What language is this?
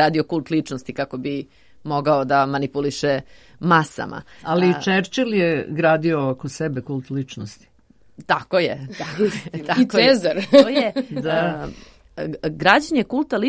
Serbian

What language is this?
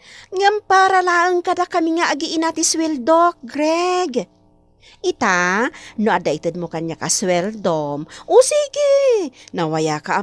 Iloko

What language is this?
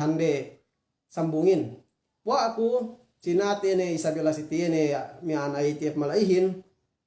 Yakan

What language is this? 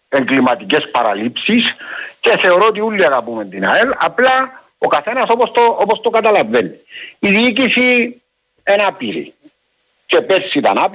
Greek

